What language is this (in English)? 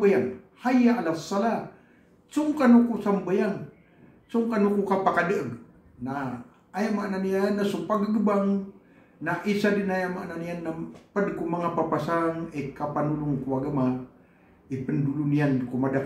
Maranao